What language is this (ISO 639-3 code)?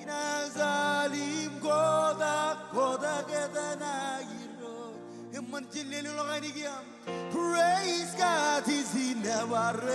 mah